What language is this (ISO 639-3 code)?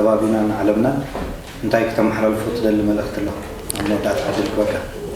tir